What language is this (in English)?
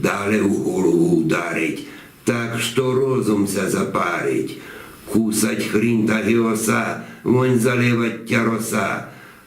Rusyn